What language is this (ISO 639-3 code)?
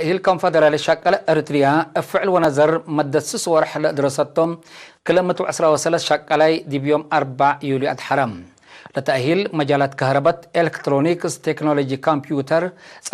tig